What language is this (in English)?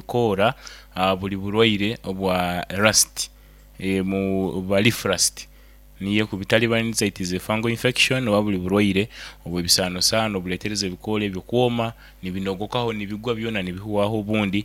Nyoro